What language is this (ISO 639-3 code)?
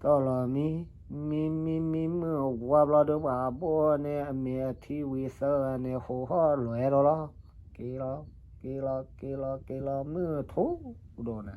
ksw